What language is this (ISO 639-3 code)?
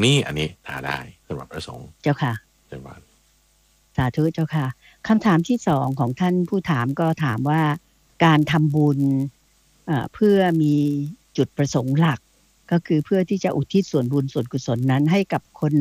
tha